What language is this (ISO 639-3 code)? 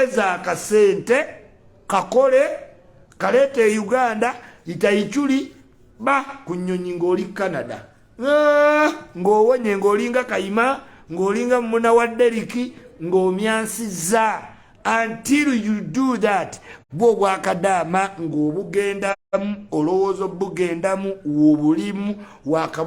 lug